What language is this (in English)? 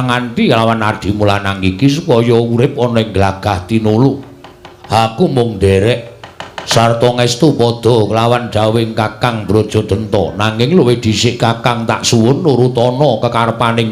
Javanese